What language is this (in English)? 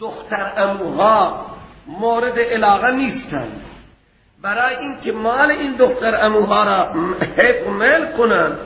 Persian